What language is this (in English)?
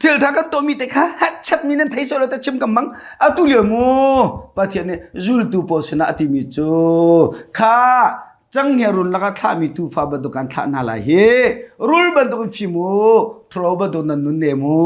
Hakha Chin